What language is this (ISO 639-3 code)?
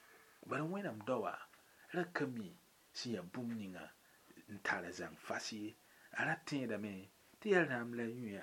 mos